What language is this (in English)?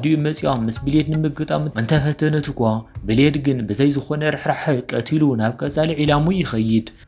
Tigrinya